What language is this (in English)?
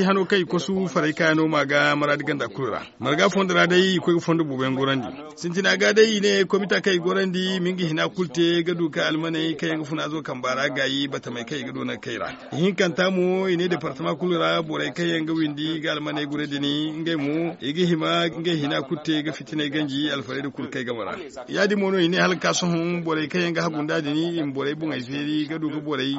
Zarma